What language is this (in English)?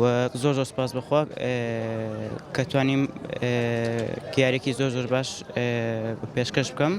Central Kurdish